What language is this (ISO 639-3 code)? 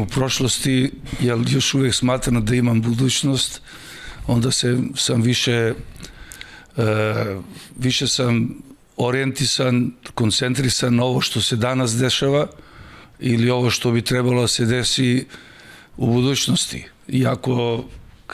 srp